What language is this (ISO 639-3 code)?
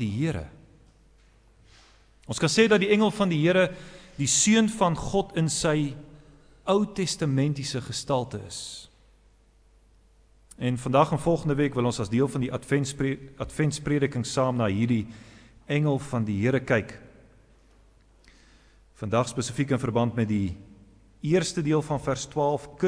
afr